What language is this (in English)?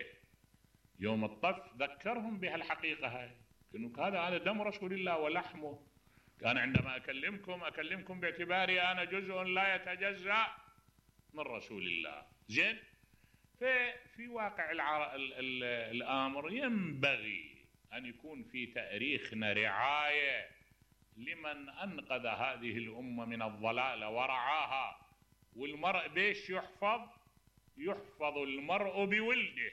Mesopotamian Arabic